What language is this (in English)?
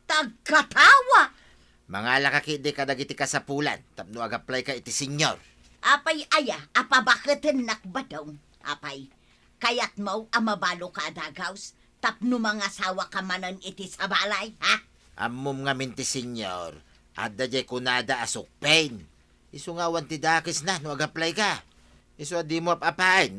Iloko